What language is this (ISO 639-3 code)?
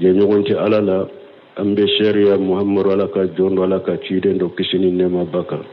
bam